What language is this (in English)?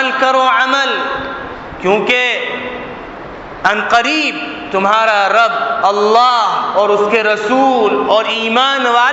Urdu